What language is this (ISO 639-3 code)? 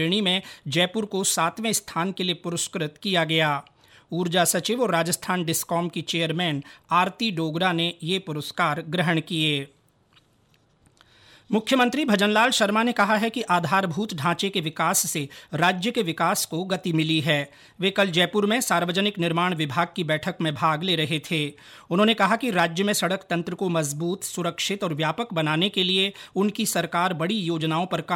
hin